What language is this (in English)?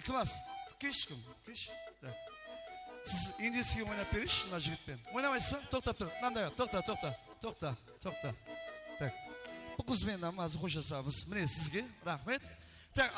Kara-Kalpak